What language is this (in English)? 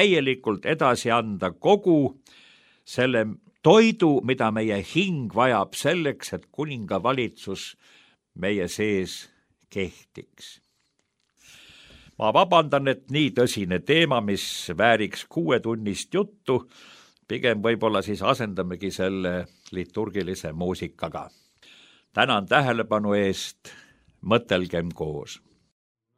Estonian